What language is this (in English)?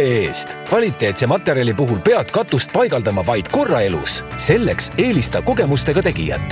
Estonian